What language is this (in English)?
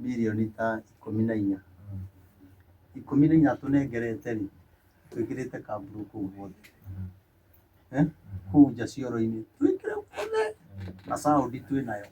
Kikuyu